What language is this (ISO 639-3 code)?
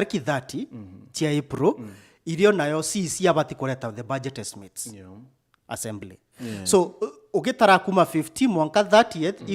mer